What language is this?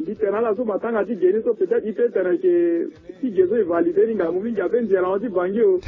Sango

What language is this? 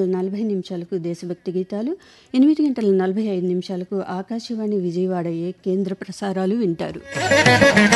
Telugu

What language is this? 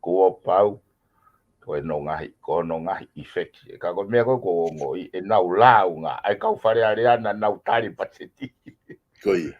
Tongan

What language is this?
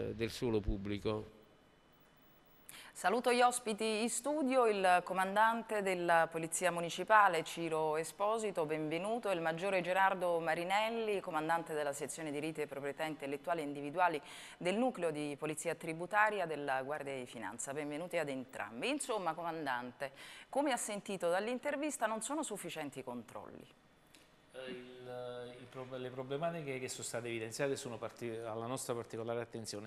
Italian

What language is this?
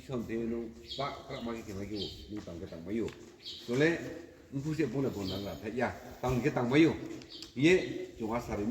Riang (India)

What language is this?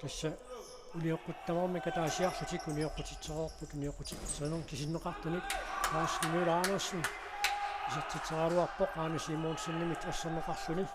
Kalaallisut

